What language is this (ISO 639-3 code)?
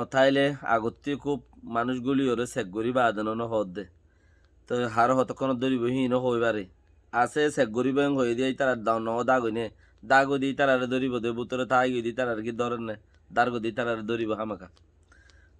rhg